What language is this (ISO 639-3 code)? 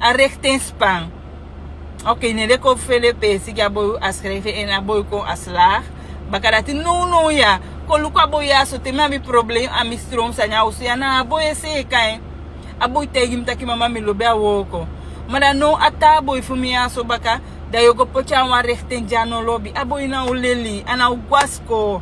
srn